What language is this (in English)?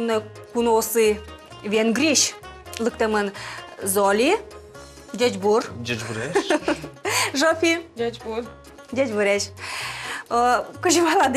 Udmurt